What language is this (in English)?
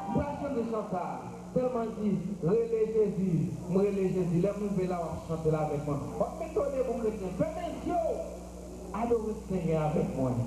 Haitian Creole